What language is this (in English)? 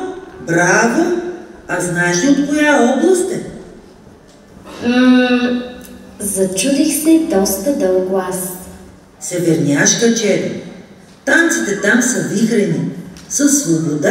Bulgarian